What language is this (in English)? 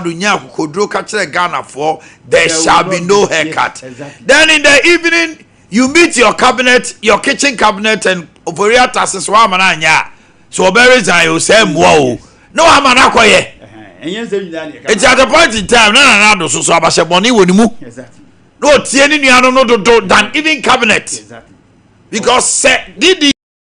Akan